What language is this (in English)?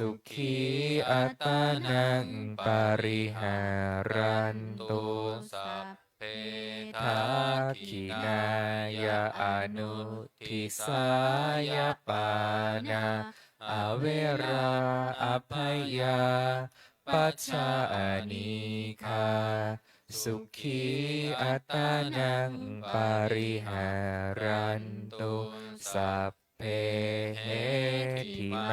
Pali